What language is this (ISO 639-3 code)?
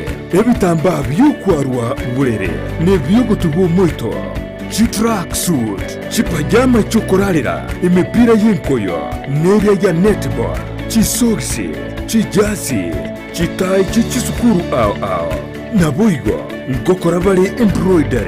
guz